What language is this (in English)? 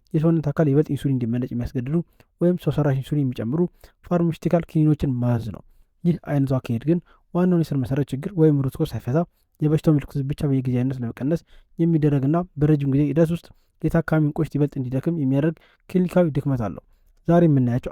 Amharic